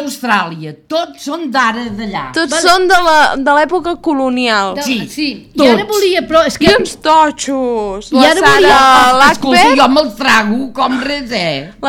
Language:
Catalan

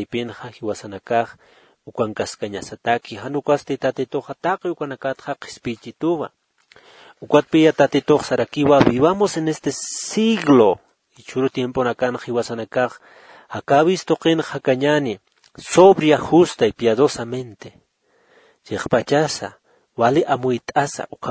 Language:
Aymara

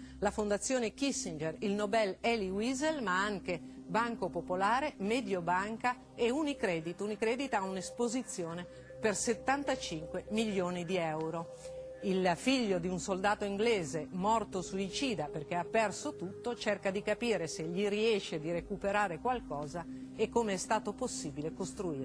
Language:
Italian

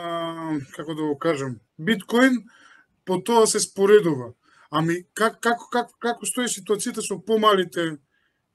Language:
Macedonian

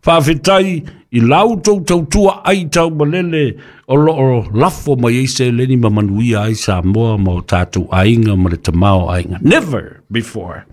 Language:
Samoan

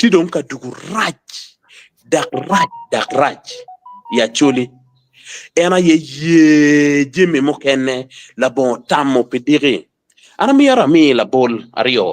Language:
Acoli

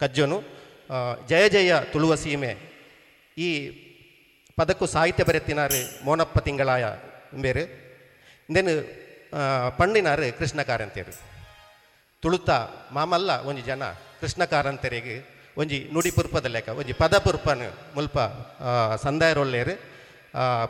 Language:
Tulu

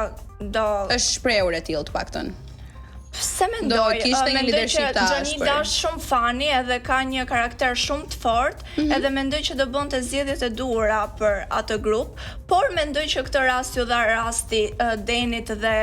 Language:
Albanian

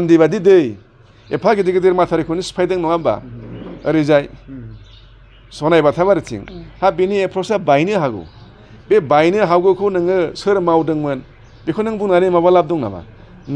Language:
Bodo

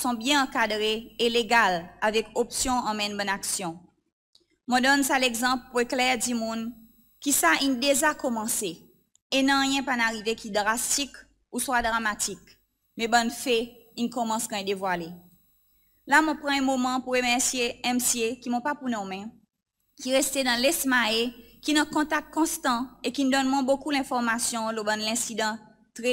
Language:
Seselwa Creole French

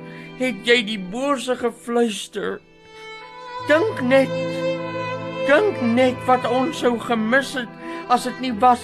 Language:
Afrikaans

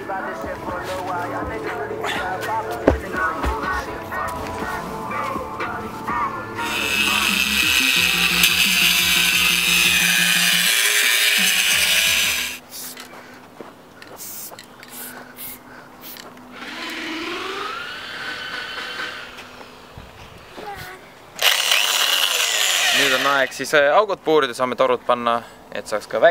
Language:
Estonian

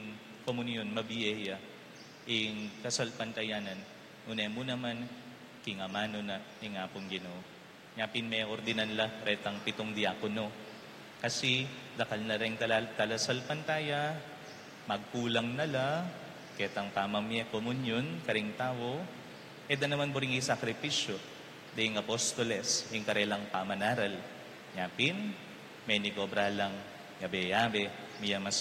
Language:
Pampanga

